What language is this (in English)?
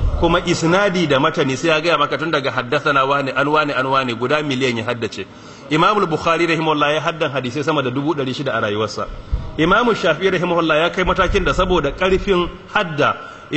Hausa